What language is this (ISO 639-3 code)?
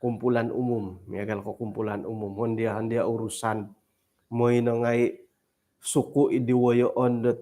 dtp